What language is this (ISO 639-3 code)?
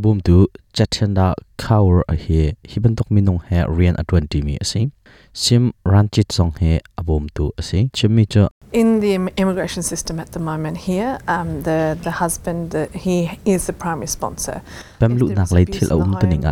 cnh